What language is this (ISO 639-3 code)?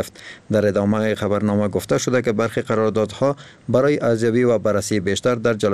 fas